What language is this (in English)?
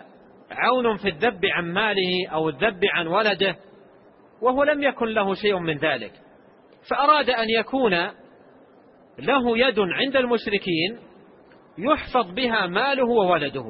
Arabic